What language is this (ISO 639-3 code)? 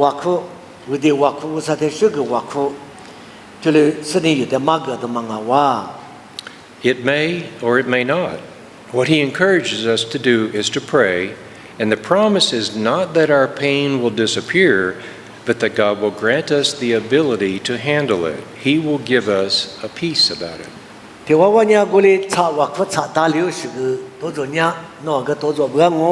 lis